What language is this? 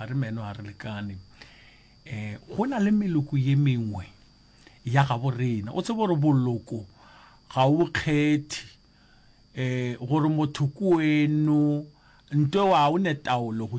Northern Sotho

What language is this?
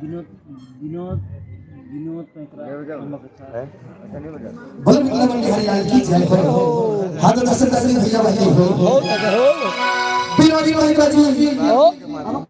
Chhattisgarhi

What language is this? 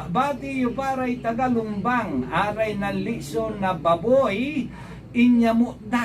Pangasinan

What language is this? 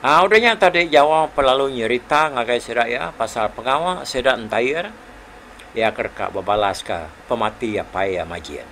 Iban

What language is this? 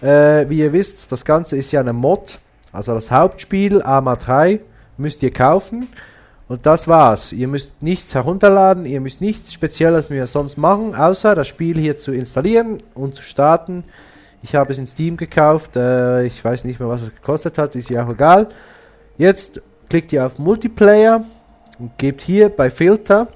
Swiss German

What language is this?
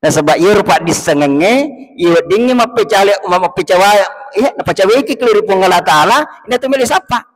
Buginese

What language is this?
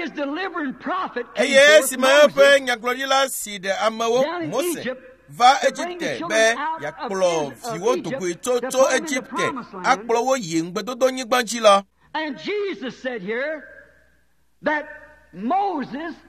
Ewe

